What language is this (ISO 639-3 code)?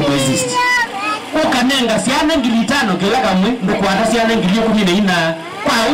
kam